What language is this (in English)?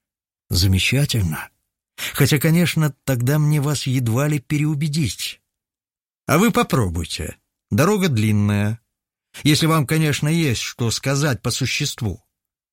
Russian